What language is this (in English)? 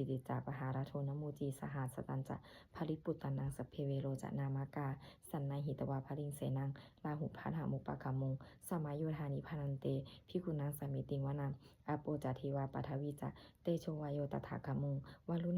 Pali